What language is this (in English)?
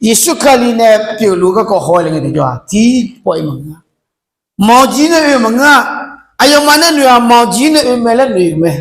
Akha